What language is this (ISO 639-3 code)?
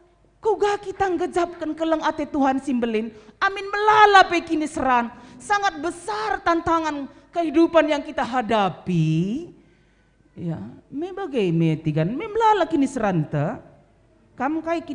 btx